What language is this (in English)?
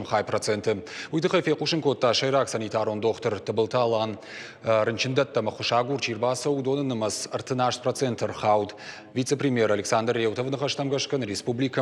Ossetic